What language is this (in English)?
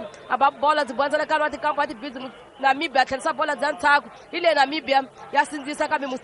Tsonga